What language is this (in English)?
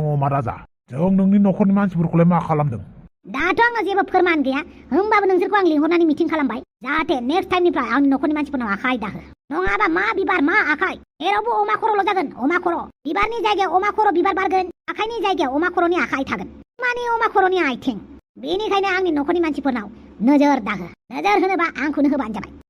Bodo